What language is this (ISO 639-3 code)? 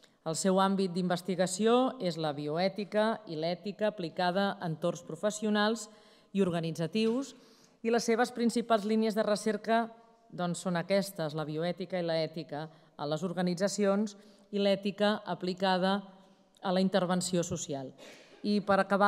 cat